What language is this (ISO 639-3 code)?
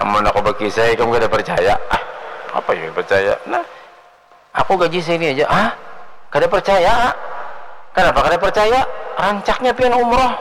bjn